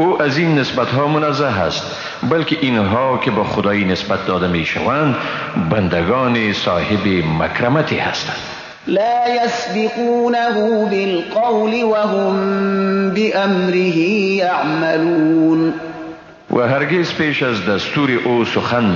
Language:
Persian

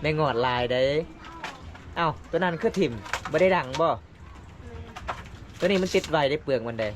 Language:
Lao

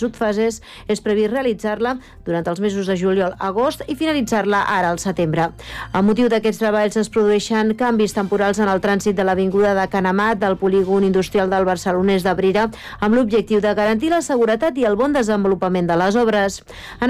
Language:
Catalan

